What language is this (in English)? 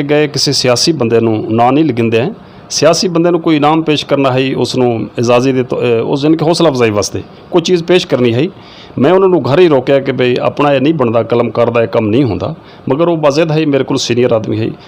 Saraiki